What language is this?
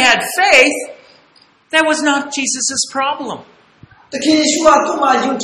Burmese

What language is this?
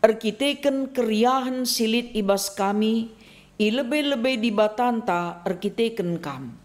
Batak Karo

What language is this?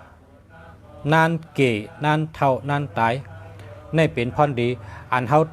Shan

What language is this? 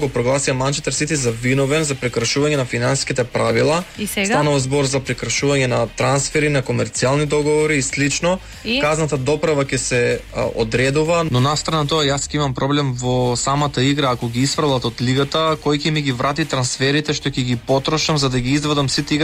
Macedonian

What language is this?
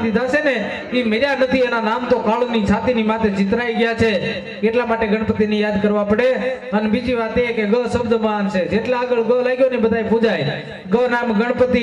Gujarati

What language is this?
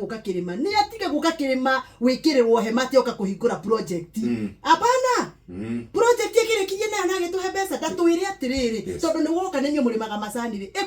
Kikuyu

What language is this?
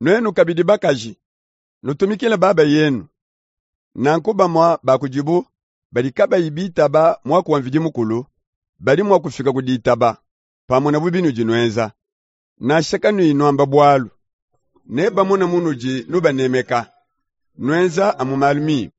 Luba-Lulua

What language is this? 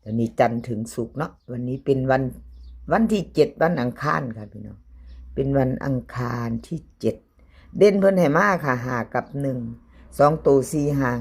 Northeastern Thai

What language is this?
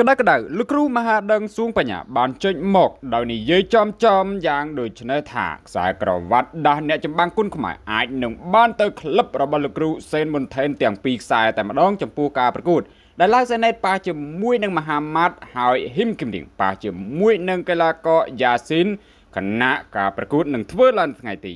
Khmer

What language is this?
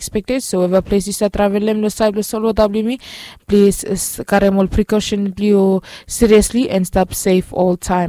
Bislama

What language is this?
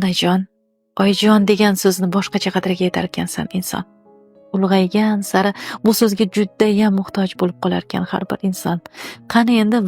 Uzbek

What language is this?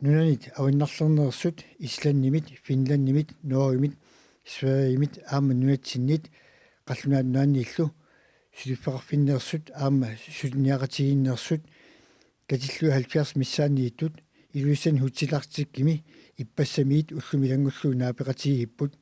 Kalaallisut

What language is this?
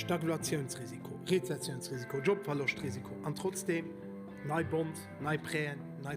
Luxembourgish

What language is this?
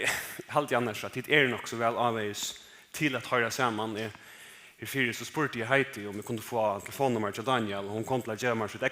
Faroese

